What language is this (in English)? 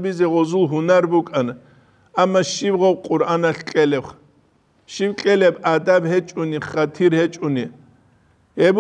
Avaric